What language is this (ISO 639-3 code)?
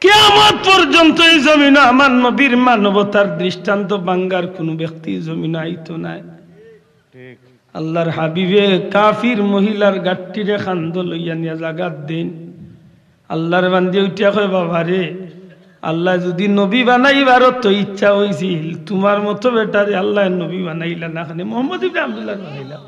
syl